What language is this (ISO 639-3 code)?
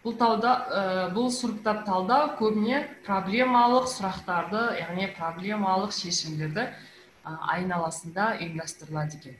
kaz